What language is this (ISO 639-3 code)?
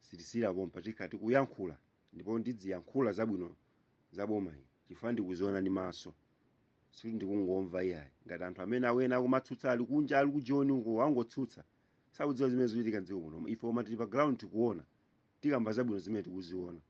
nya